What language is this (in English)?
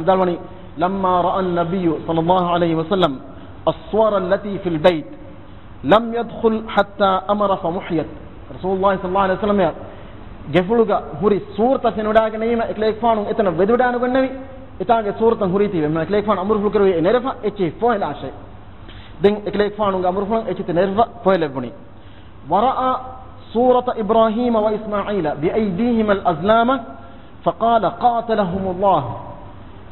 Divehi